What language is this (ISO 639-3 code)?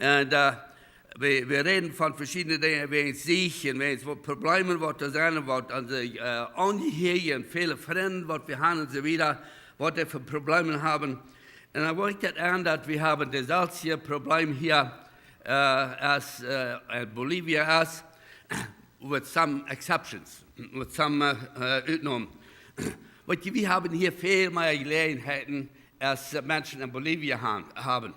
pdt